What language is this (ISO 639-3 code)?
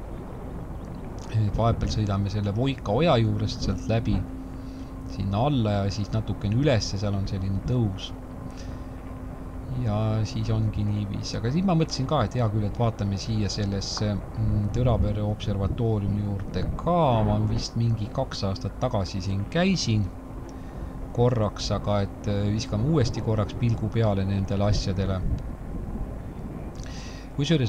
est